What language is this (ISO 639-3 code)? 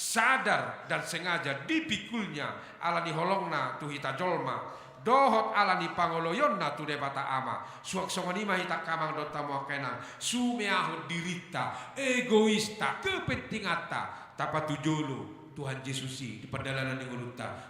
bbc